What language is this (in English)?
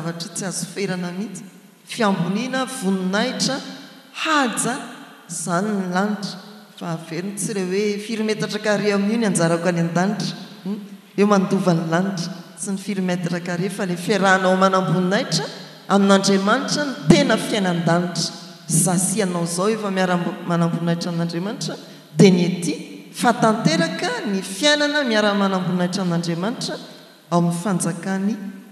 Malagasy